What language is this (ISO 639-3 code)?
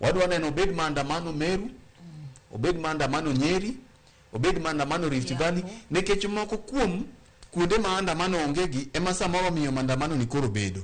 luo